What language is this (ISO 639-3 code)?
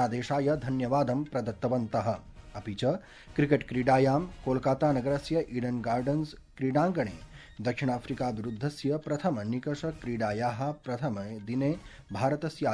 san